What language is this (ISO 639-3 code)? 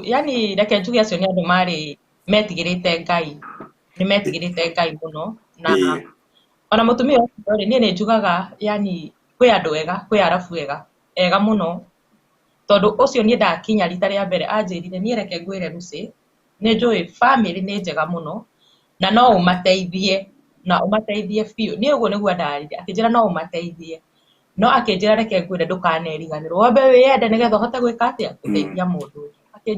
kik